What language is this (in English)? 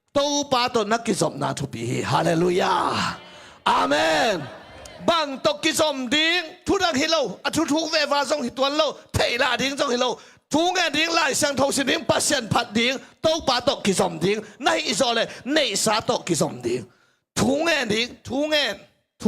Tedim Chin